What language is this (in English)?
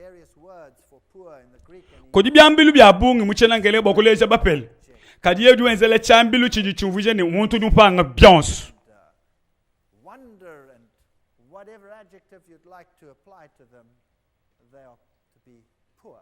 Luba-Lulua